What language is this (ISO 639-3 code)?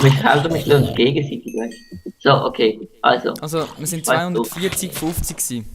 gsw